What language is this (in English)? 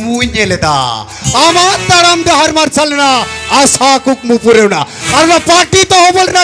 Santali